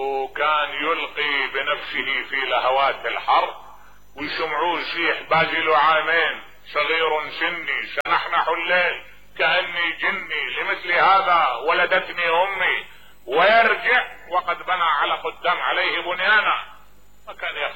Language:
Mesopotamian Arabic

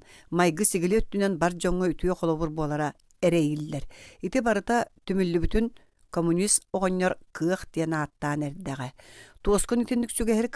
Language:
Yakut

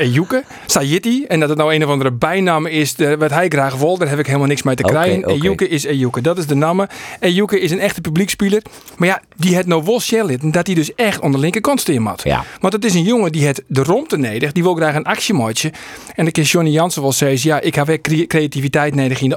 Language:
Western Frisian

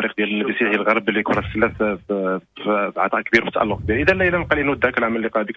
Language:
Moroccan Arabic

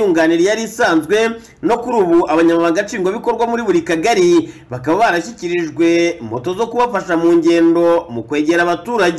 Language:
Kinyarwanda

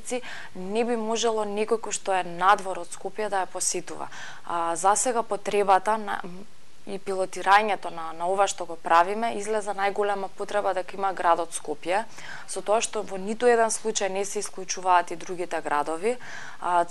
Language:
Macedonian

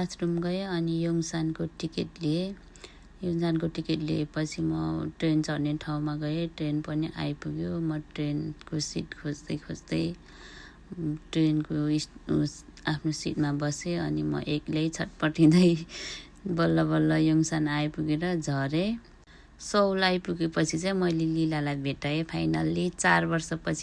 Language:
Nepali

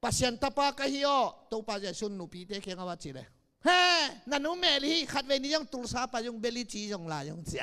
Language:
Tedim Chin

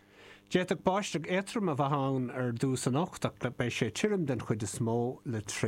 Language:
Irish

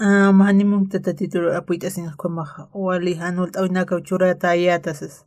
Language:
Aymara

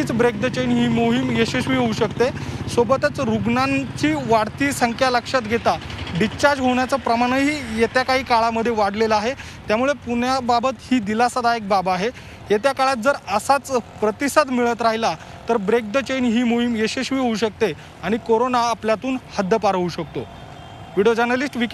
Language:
Marathi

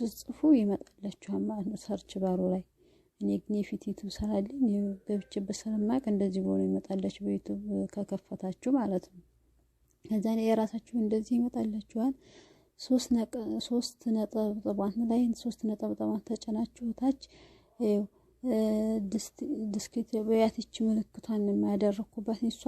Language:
Amharic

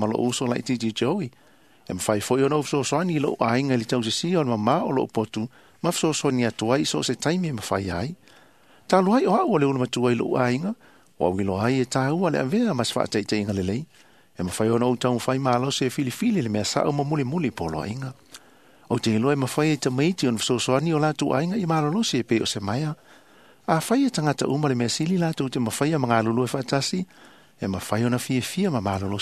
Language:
Samoan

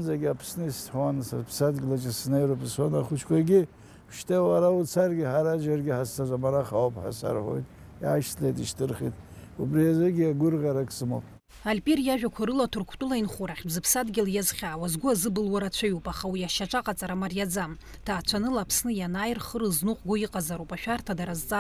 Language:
Abkhazian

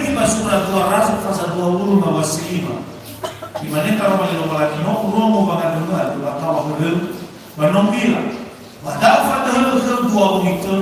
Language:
Nias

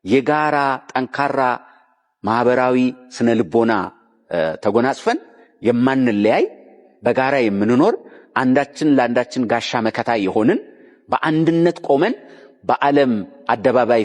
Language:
Amharic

